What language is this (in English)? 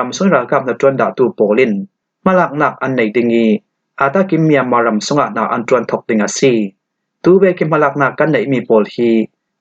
Falam Chin